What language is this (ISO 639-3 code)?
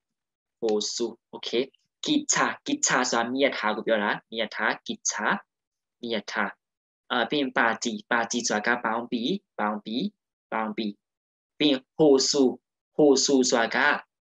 mya